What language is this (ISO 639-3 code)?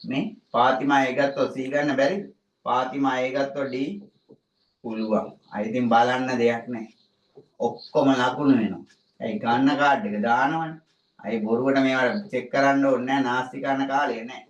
sin